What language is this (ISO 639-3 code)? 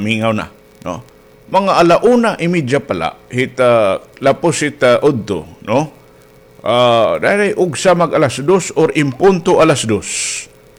war